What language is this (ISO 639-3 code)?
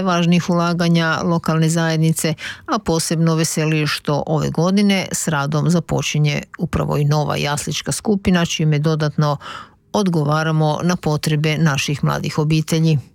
hrv